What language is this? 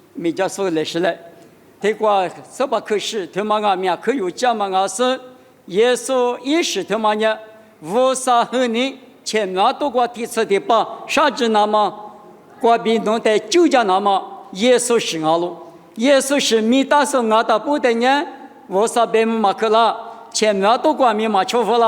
Lisu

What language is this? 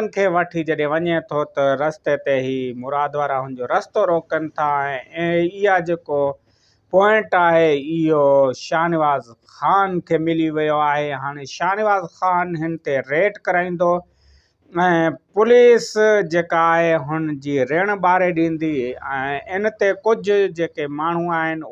Sindhi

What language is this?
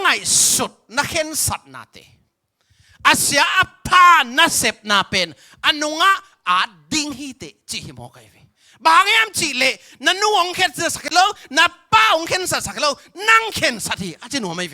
Tedim Chin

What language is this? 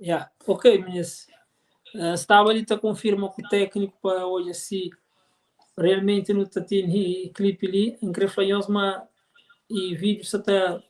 Kabuverdianu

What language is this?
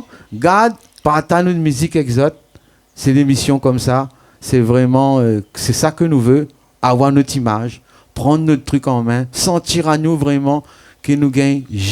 Réunion Creole French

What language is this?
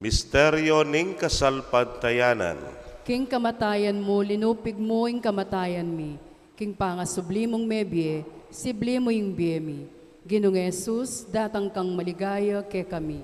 Pampanga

